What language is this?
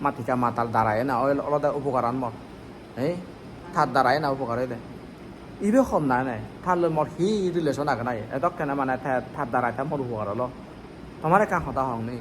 Chakma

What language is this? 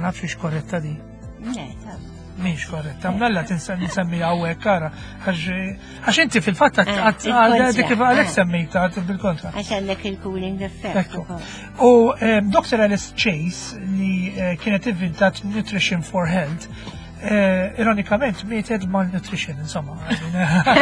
Maltese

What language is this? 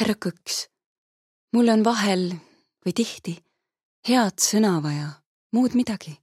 Estonian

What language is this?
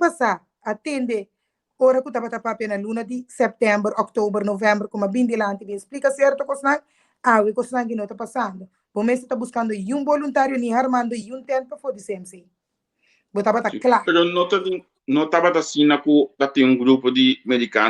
Papiamento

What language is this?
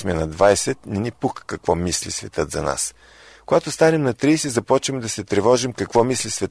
Bulgarian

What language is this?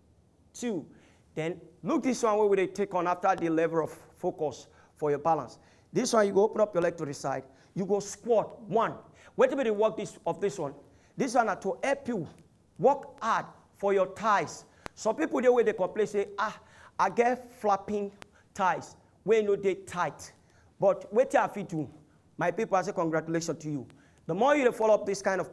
Nigerian Pidgin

